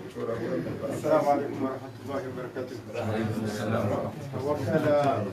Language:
Ngazidja Comorian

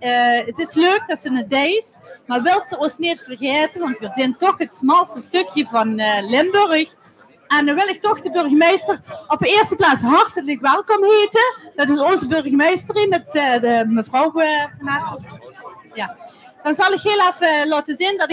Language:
Limburgish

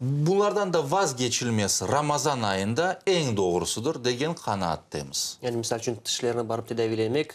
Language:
Crimean Tatar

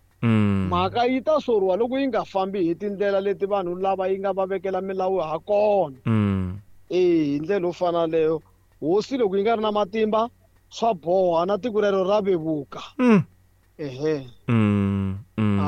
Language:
Tsonga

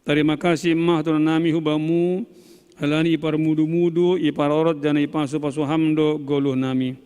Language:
Batak Simalungun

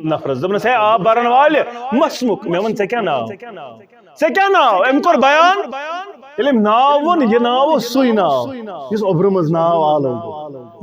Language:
Kashmiri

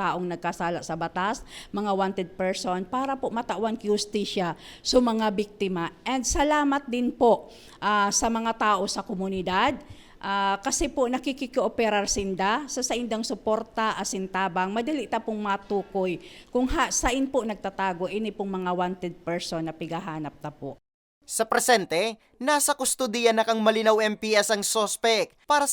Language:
Bikol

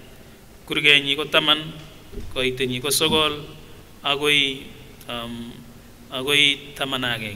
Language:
Kipsigis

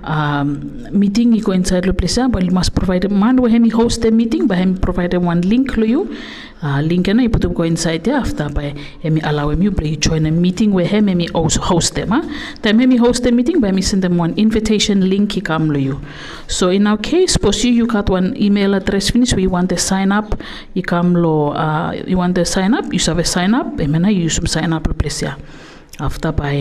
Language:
Bislama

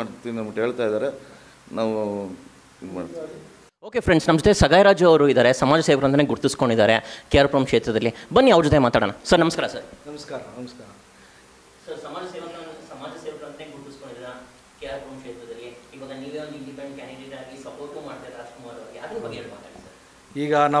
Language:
Kannada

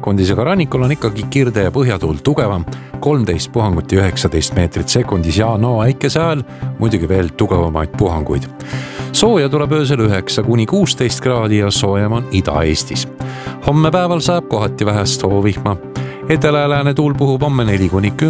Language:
Estonian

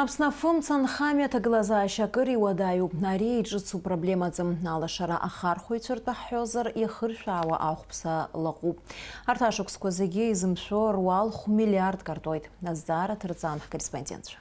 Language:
Abkhazian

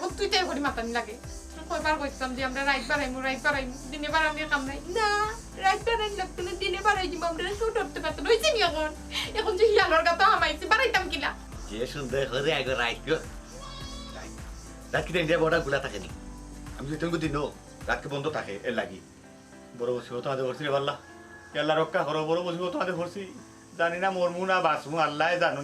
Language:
Sylheti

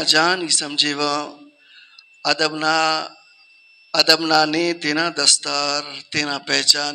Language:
Brahui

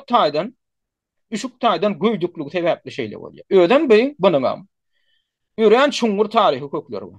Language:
Turkmen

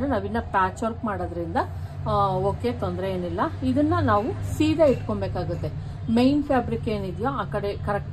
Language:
Kannada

